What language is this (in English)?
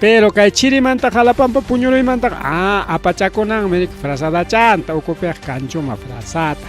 Ayacucho Quechua